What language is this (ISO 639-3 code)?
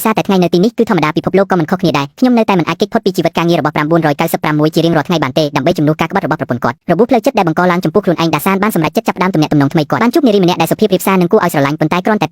khm